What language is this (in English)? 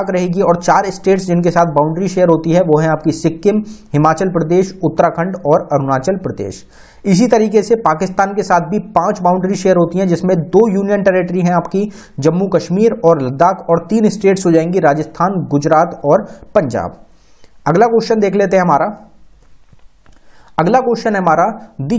Hindi